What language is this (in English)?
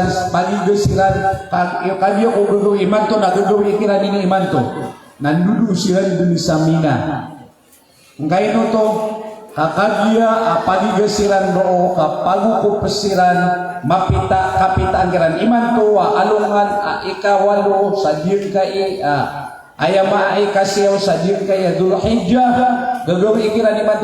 Maranao